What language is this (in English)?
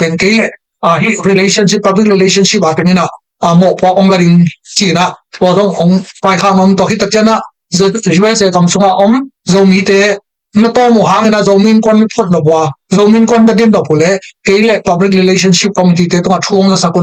Tedim Chin